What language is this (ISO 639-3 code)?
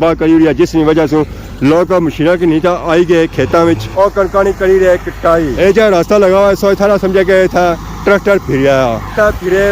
phr